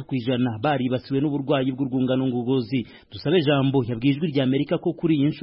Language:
Kinyarwanda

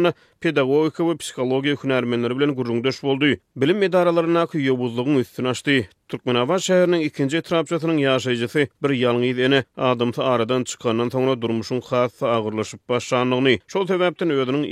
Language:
Turkmen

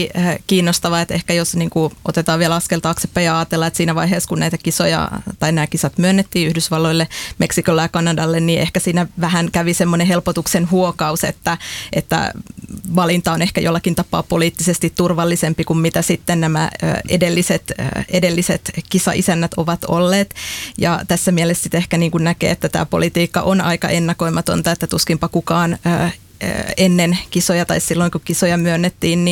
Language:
Finnish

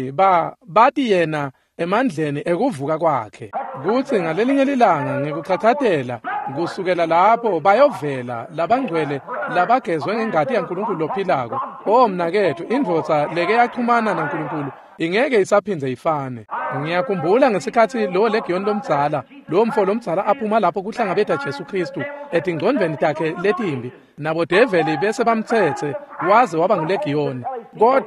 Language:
Swati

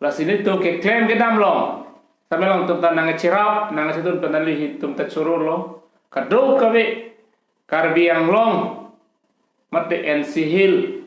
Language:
Karbi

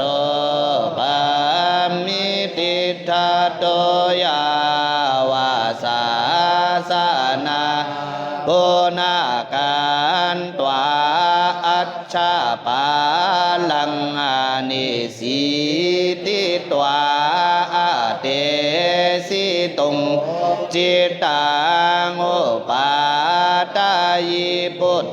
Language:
Pali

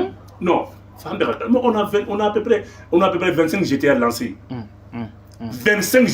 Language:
Bambara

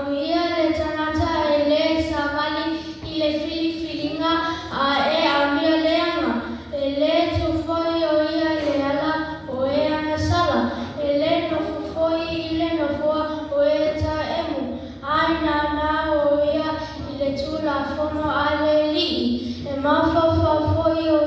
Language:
Samoan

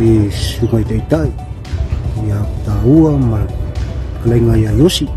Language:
Samoan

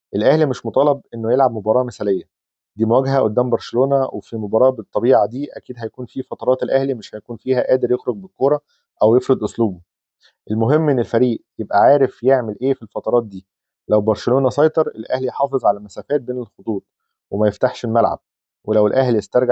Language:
Egyptian Arabic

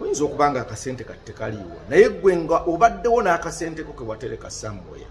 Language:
Ganda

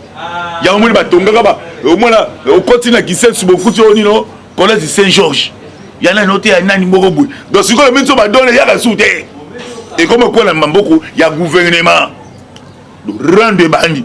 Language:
Lingala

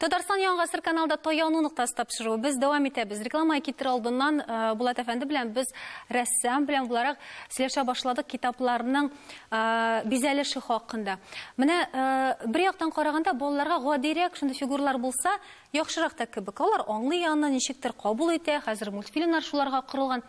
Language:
Tatar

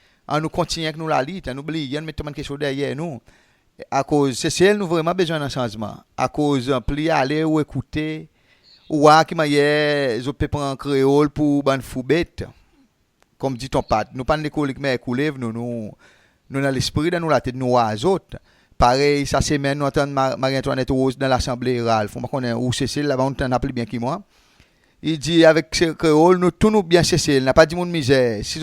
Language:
Seselwa Creole French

